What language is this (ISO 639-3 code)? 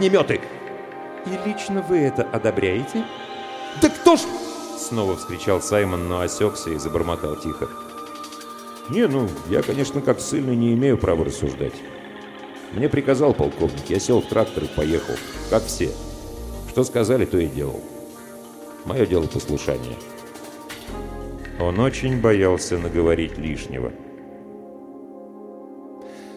rus